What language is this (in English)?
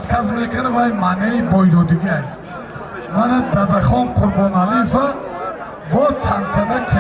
Tajik